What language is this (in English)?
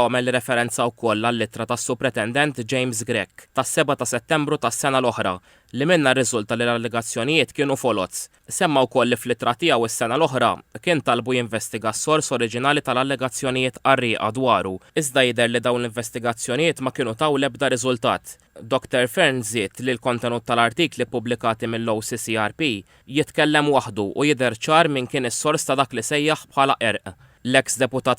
Maltese